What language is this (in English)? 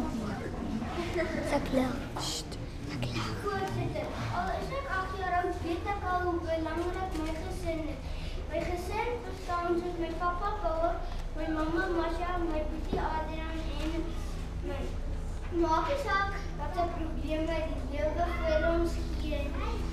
Afrikaans